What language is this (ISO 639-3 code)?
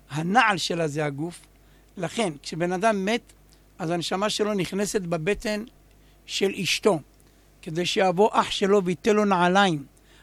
heb